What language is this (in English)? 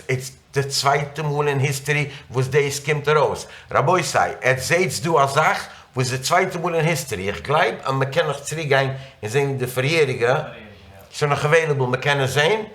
Yiddish